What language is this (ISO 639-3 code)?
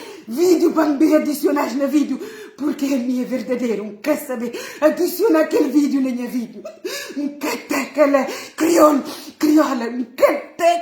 kea